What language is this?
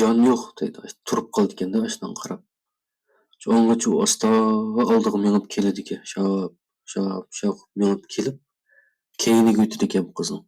Uyghur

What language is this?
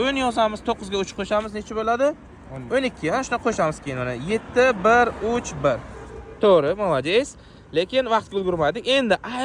Uzbek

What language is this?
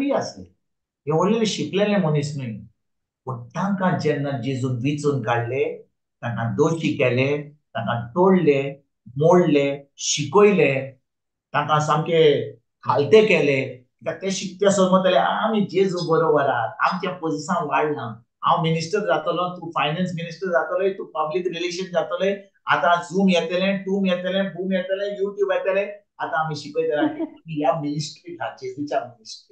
Konkani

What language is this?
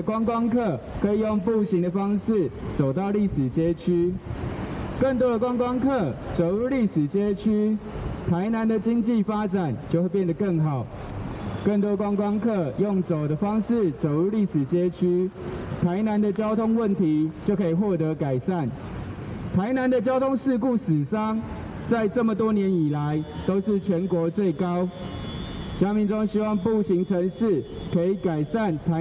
Chinese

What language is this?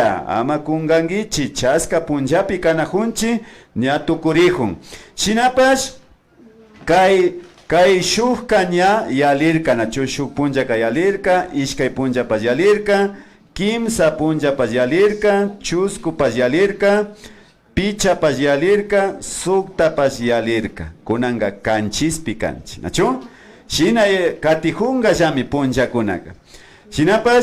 Imbabura Highland Quichua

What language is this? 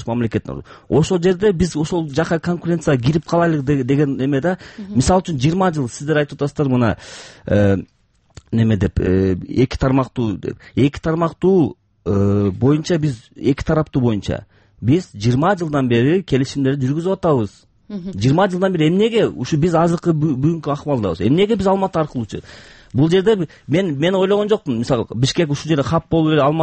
Kyrgyz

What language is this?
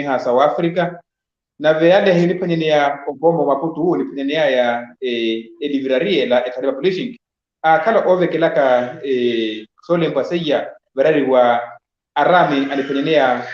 Makhuwa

